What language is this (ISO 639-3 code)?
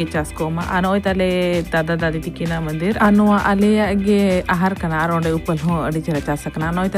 sat